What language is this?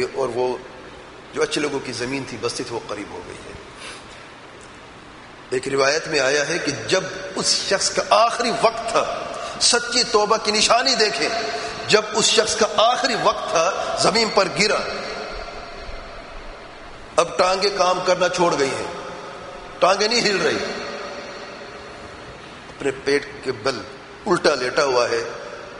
Urdu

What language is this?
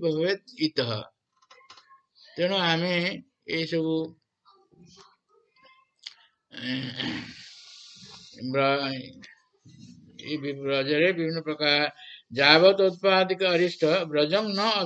Odia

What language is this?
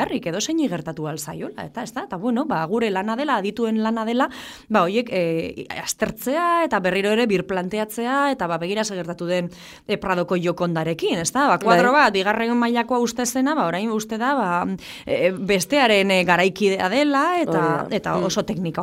Basque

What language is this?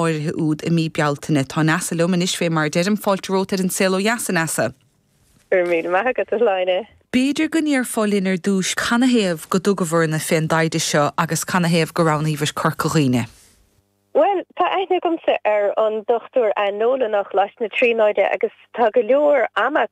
Irish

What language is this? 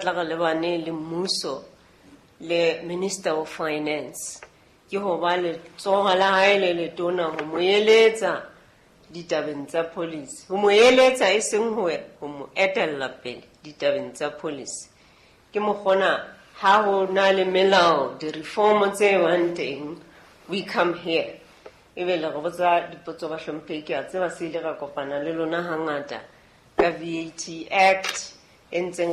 Southern Sotho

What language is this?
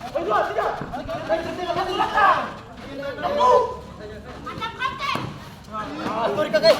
Ambonese Malay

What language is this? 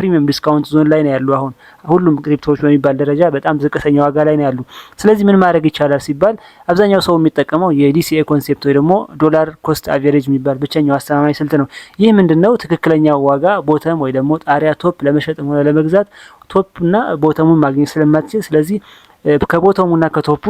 Amharic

